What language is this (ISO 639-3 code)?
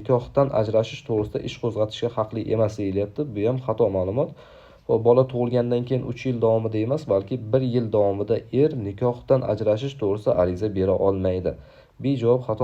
uzb